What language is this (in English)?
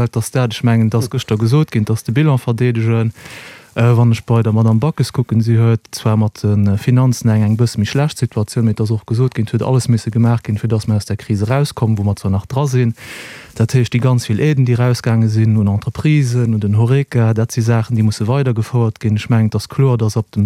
Luxembourgish